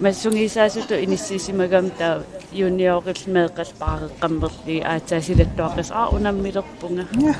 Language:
Kalaallisut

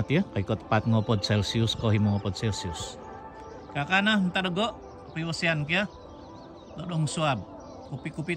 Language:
Central Dusun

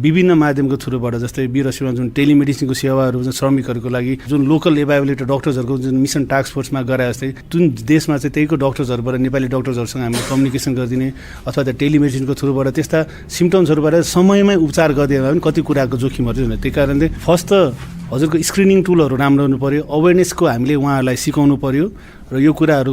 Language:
Nepali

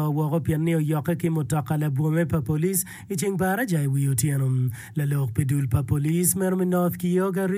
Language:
Acoli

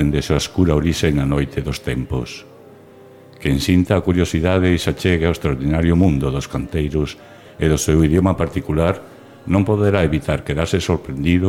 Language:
Galician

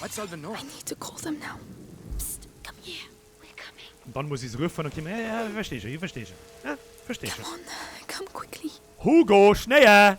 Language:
Bavarian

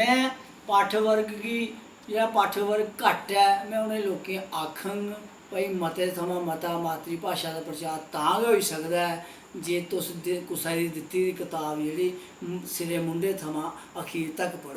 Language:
Dogri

